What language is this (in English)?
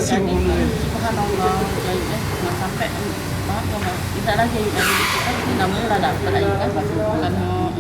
Musi